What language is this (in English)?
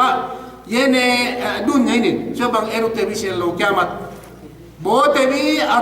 Yakan